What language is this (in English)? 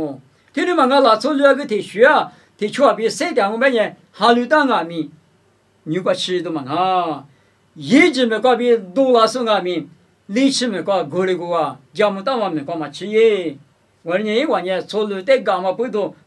Lisu